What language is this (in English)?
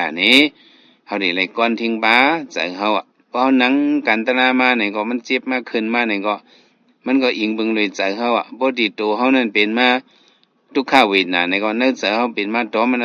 Shan